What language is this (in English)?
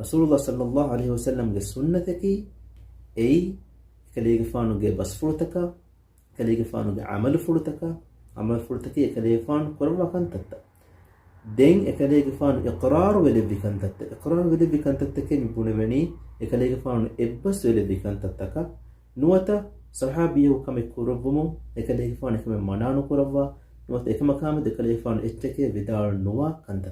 Divehi